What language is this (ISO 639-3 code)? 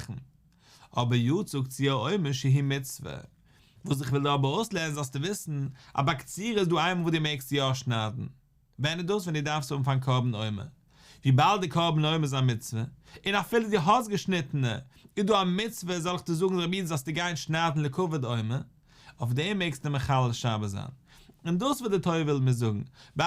yid